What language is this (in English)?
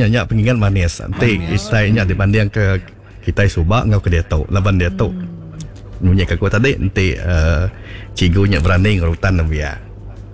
Iban